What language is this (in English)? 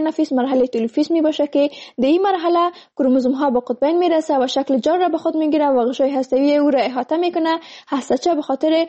Persian